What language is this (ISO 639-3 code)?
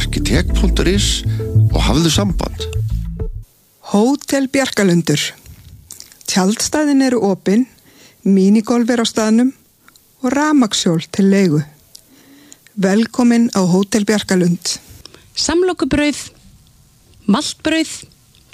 isl